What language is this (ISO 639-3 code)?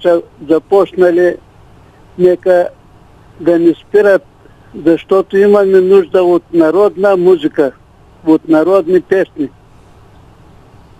bul